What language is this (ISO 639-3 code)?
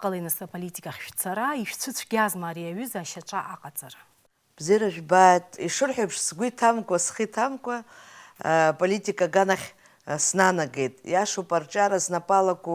abk